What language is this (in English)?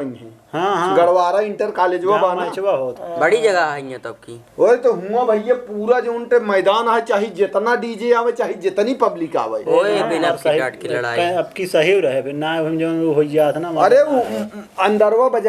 Awadhi